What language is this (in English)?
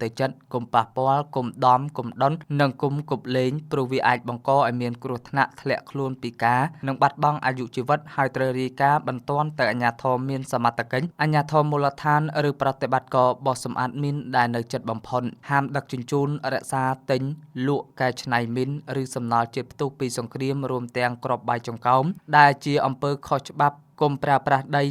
Khmer